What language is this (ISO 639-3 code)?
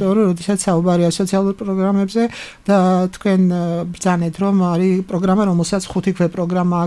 kat